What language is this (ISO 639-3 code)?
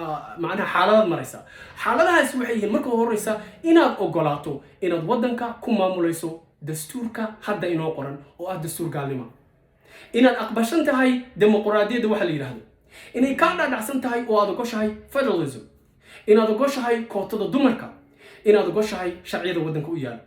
som